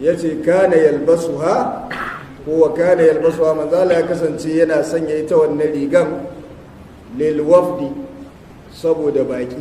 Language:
Hausa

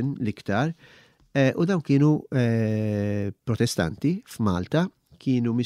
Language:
Maltese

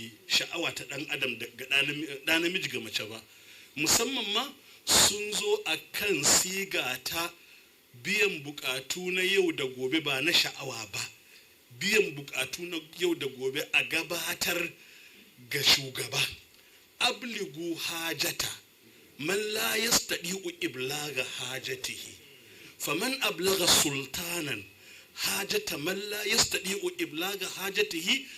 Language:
Hausa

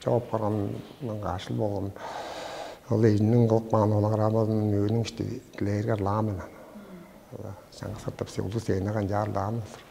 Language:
Tuvinian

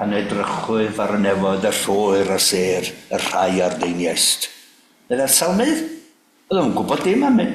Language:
Welsh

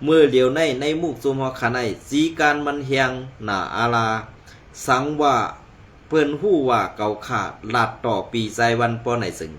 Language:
Shan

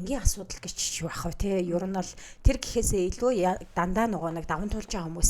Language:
Mongolian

